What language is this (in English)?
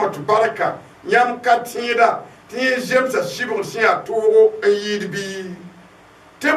Mossi